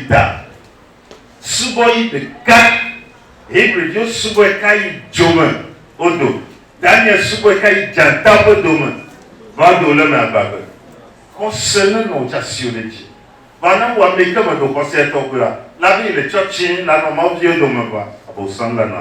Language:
Ewe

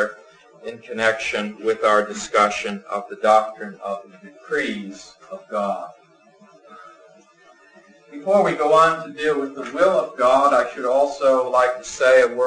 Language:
English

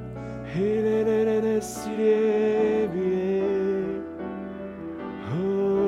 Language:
Norwegian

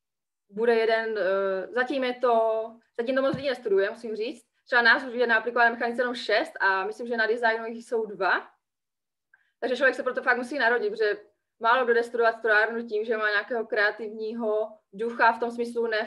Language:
Czech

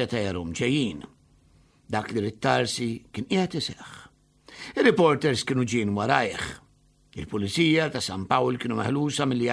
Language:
Maltese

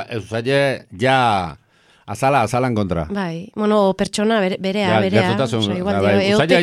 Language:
Basque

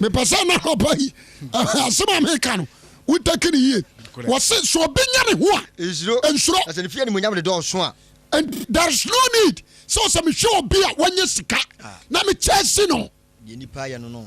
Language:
Akan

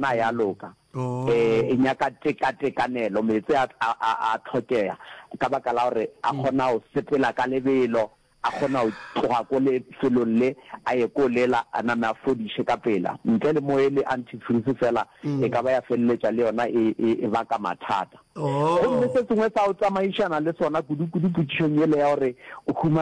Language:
Northern Sotho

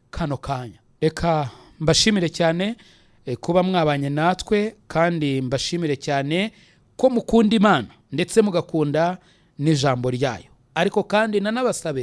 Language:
Kinyarwanda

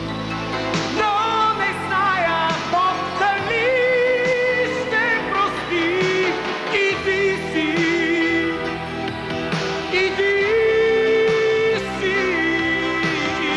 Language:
Bulgarian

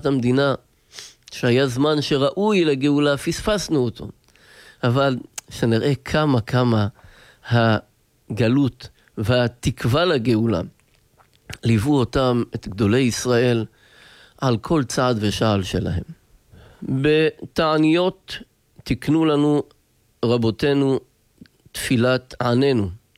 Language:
Hebrew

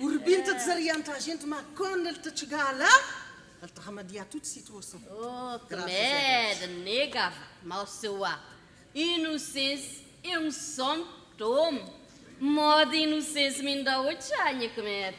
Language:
Kabuverdianu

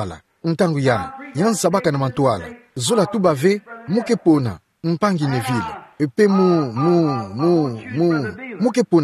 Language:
Kituba (Democratic Republic of Congo)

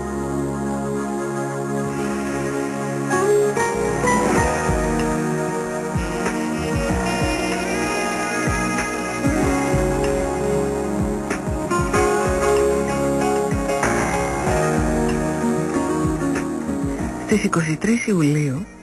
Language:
Greek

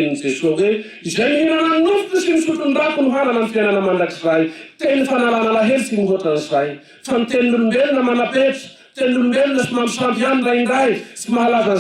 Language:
Malagasy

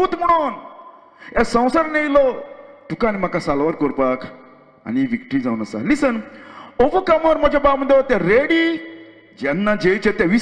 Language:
Konkani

